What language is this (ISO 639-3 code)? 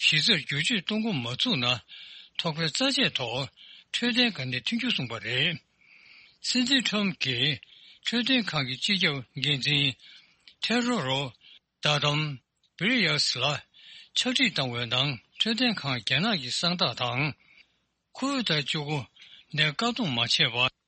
bod